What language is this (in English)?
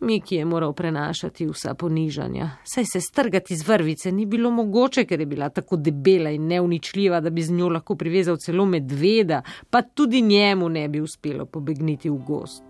Slovenian